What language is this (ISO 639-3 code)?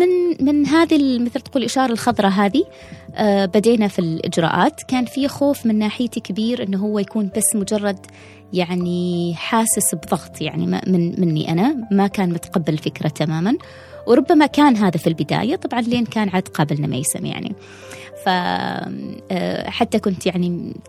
afb